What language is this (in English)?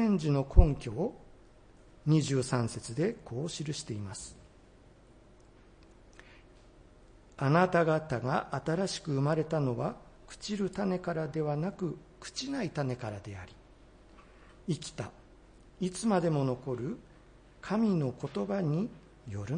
Japanese